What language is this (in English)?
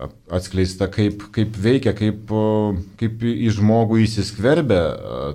Lithuanian